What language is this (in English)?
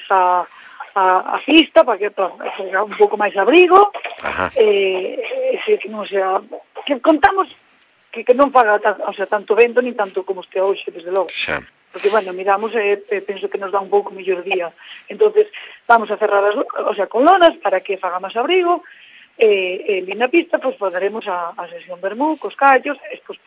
Galician